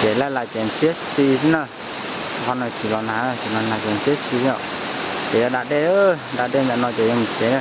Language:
Hmong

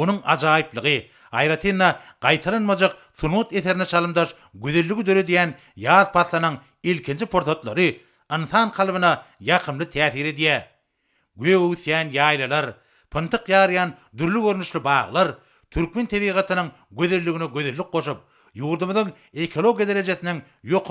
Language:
Turkmen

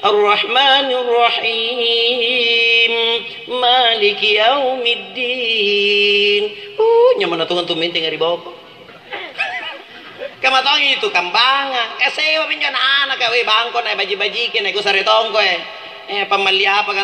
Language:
Makasar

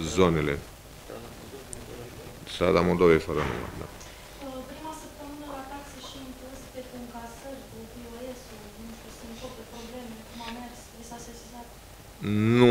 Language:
Romanian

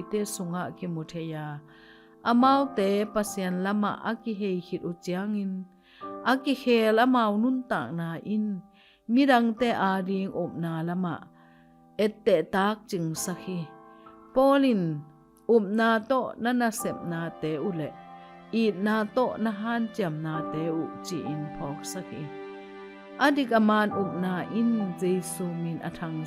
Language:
Tedim Chin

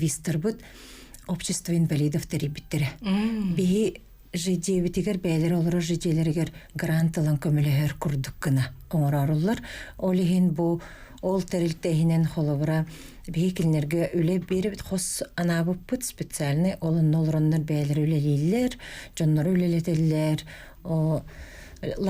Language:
Yakut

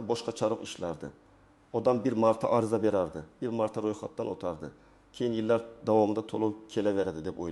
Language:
Uzbek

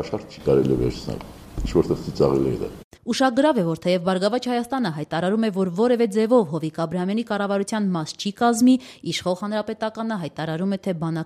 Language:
Armenian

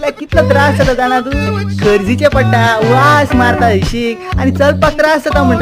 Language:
Konkani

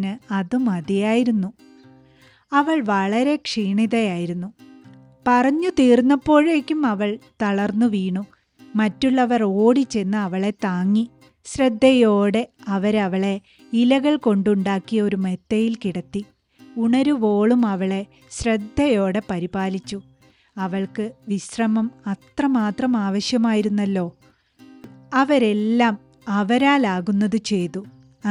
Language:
Malayalam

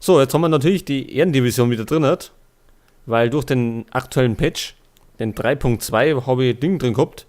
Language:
Bavarian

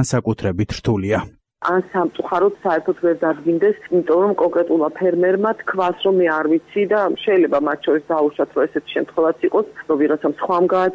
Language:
Georgian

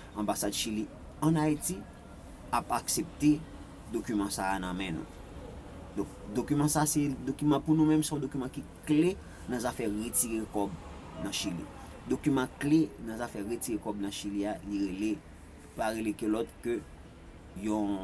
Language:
Haitian Creole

